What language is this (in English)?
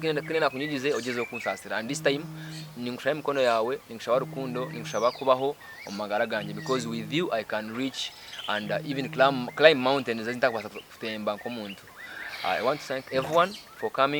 Nyankole